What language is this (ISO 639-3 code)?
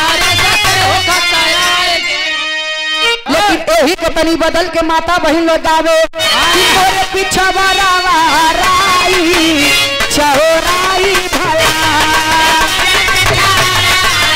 bho